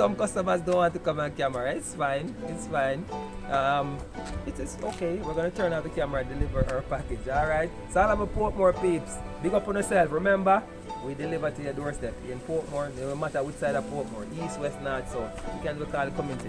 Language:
Jamaican Creole English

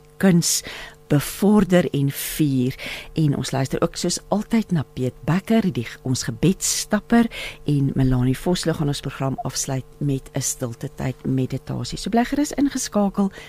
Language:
Afrikaans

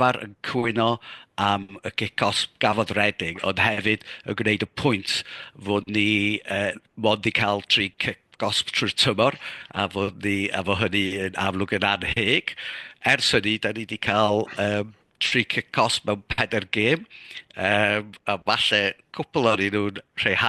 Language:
Welsh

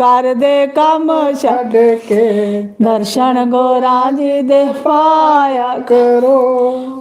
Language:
Dogri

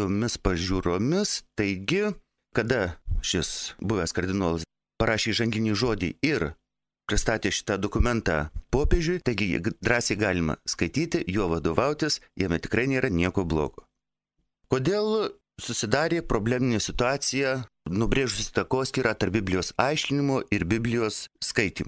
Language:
Lithuanian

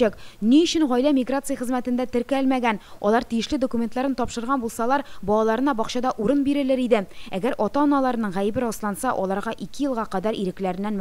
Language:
Tatar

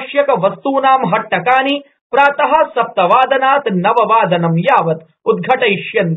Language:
Sanskrit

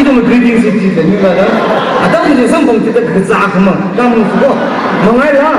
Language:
Tangkhul Naga (India)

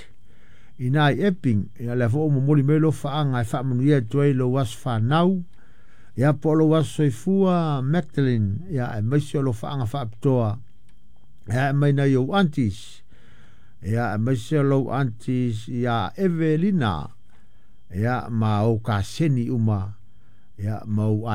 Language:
Samoan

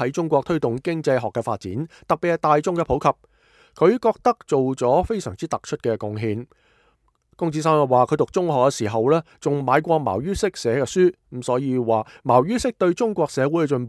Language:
Cantonese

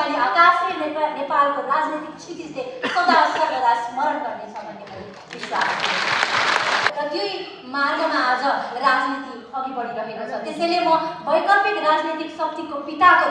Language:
Nepali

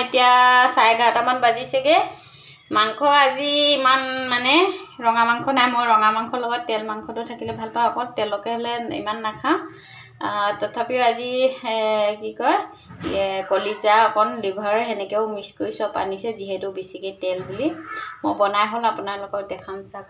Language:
Assamese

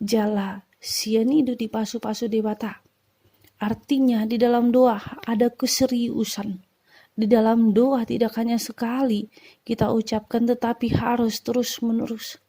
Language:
Batak Toba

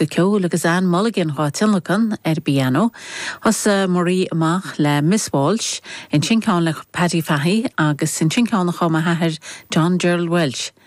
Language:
Irish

